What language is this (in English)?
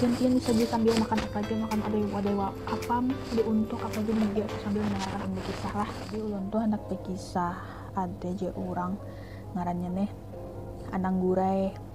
Banjar